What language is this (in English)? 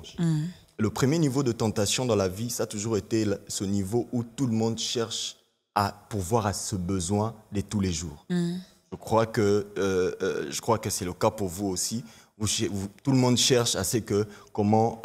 French